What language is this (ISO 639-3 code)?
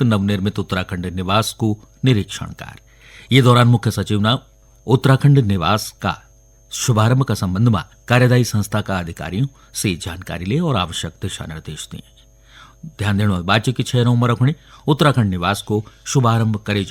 gbm